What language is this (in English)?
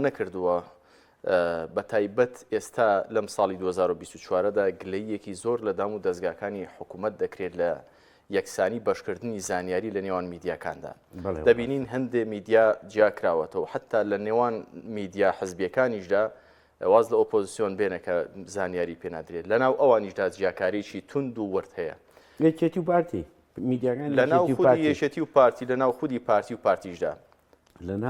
Central Kurdish